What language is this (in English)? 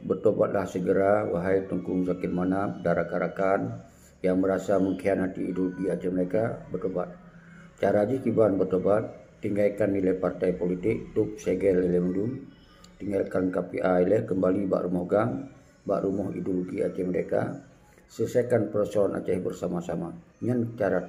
Achinese